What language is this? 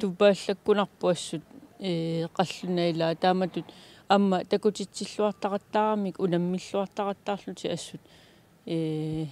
Kalaallisut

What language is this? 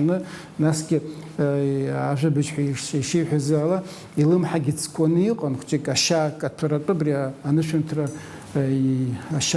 Abkhazian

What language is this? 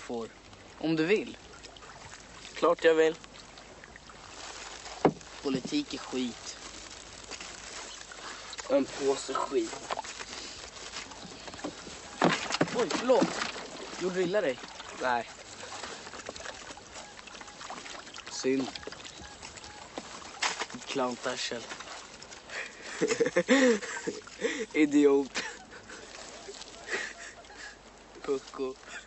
Swedish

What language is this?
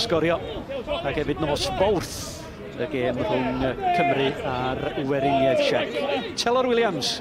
Welsh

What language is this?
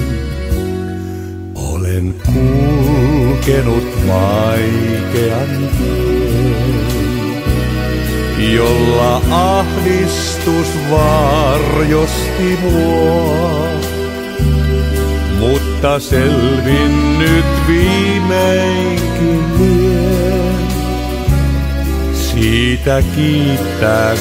Finnish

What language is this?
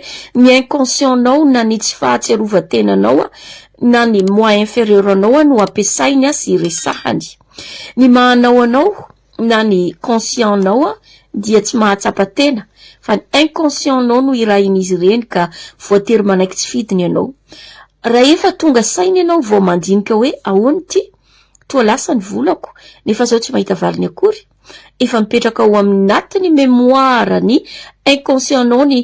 Malagasy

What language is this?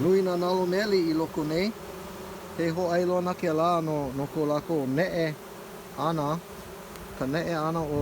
Hawaiian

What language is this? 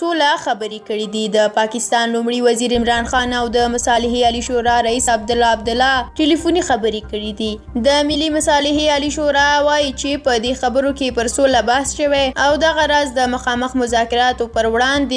Pashto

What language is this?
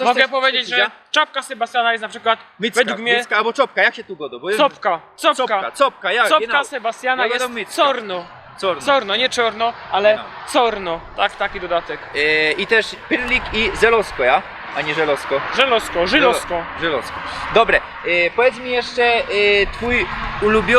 Silesian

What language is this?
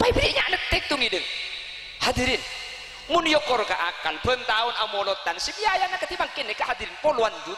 Madurese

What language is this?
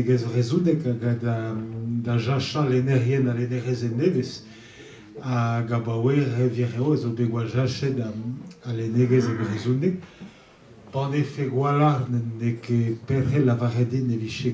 Breton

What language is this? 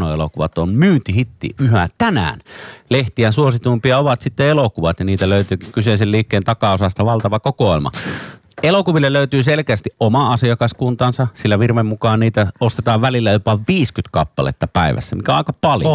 Finnish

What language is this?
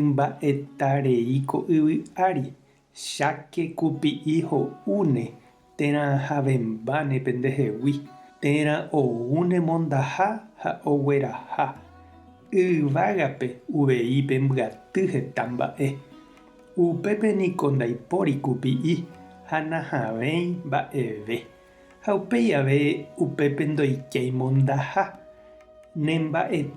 Guarani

